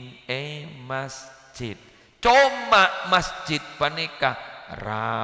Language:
Madurese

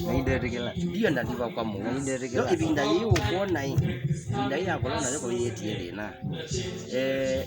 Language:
Kamba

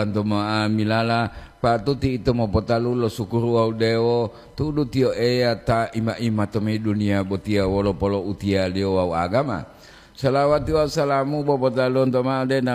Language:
Gorontalo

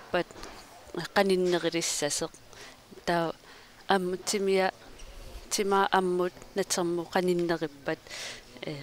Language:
Kalaallisut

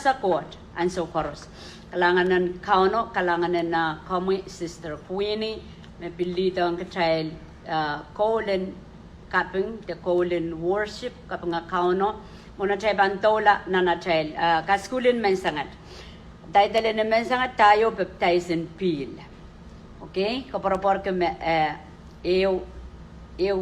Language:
Pohnpeian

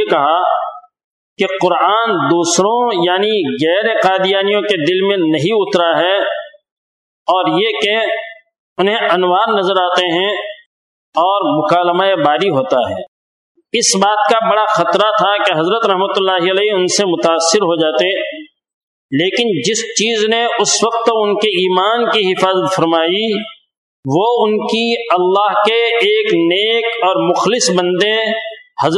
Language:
Urdu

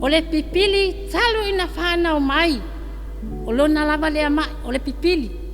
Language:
Samoan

